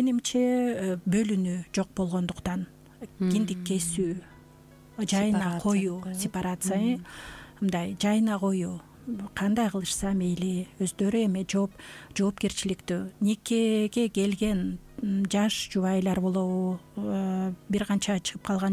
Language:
Kyrgyz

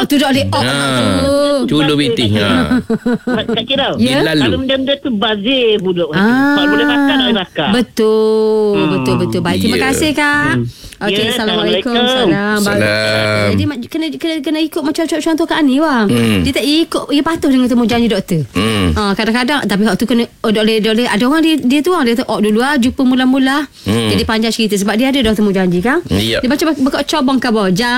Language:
Malay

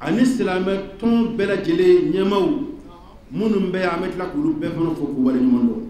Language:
Bambara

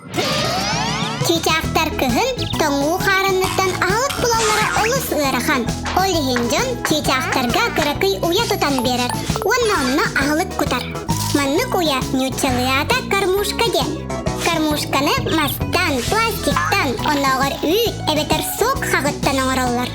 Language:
Yakut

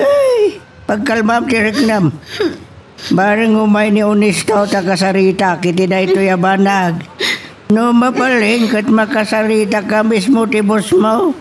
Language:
Iloko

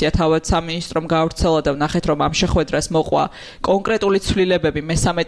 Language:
Georgian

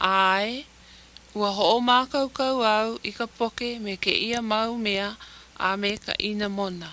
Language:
Hawaiian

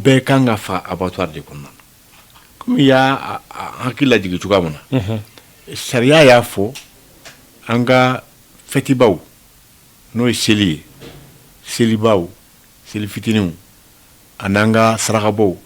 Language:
Bambara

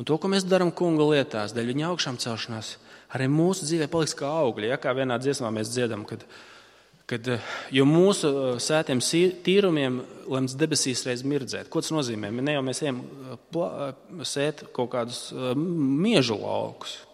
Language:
Latvian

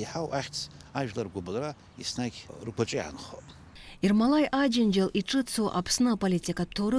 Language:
Abkhazian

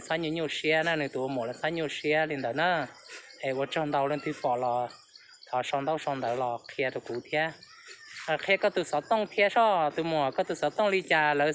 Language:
Hmong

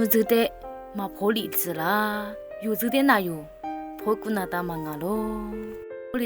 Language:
Lisu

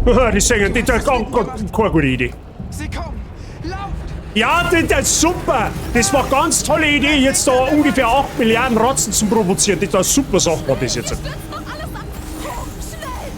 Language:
Bavarian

